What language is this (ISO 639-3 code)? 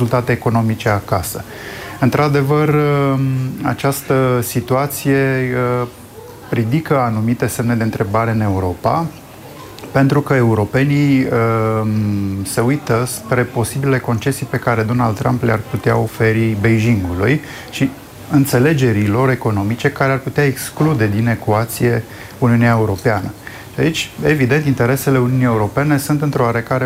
ron